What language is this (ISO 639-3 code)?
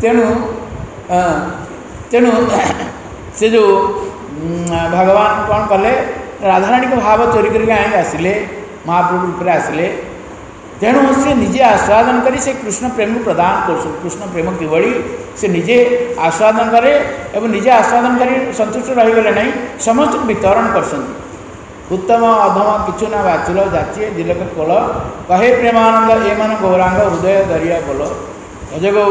ori